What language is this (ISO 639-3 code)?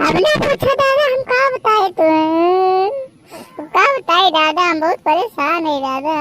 awa